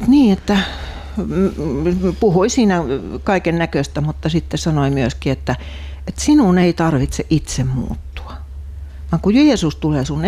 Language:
Finnish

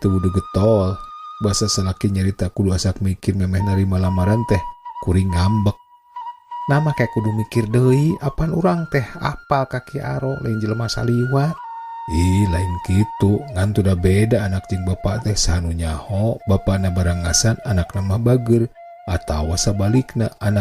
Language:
Sundanese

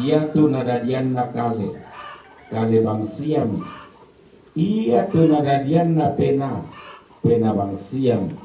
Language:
Toraja-Sa'dan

